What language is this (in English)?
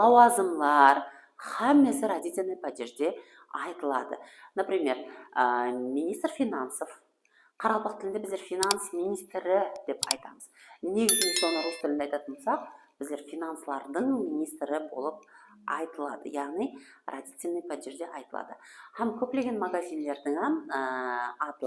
Kara-Kalpak